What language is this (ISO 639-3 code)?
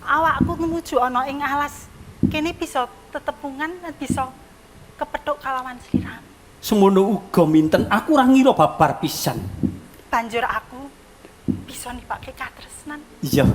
jav